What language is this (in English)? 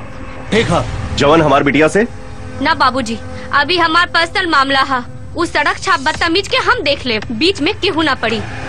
Bhojpuri